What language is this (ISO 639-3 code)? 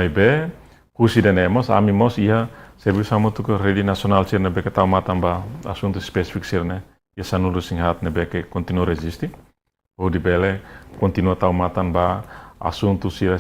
tet